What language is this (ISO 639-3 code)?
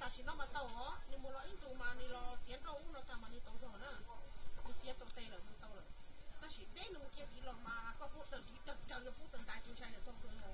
hmn